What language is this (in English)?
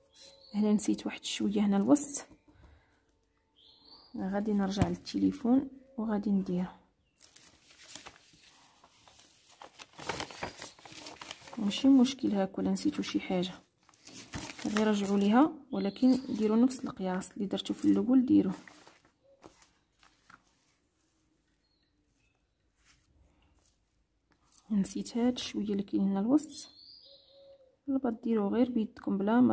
Moroccan Arabic